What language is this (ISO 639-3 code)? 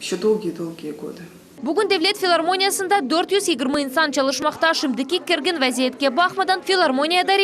crh